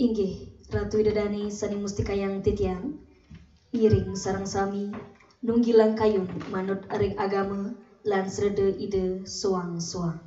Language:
Balinese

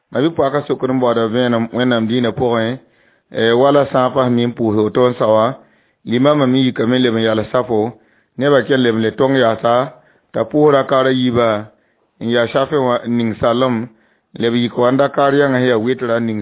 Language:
Mossi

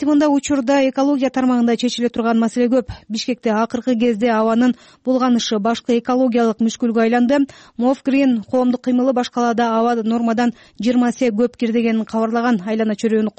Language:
Kyrgyz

